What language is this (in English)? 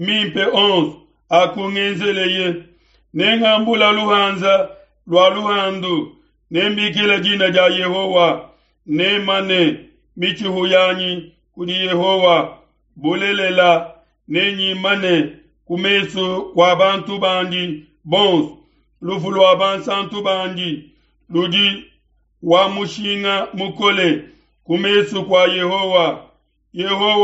Luba-Lulua